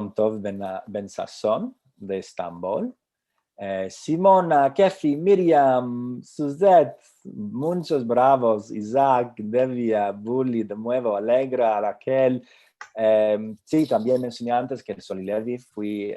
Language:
Ladino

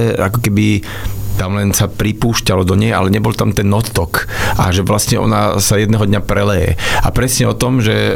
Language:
Slovak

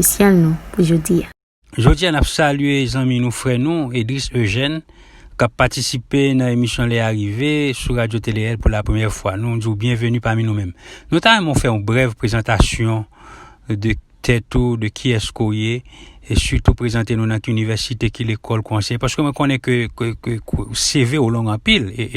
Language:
Haitian Creole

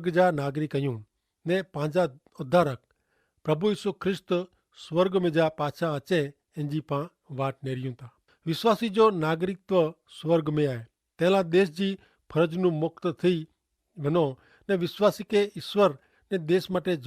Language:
Kachhi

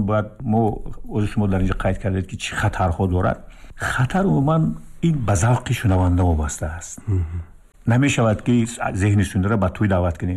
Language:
Tajik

